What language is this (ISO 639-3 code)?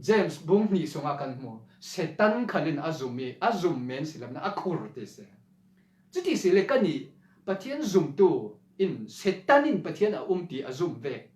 cfm